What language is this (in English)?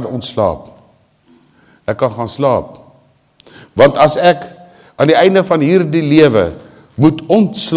Afrikaans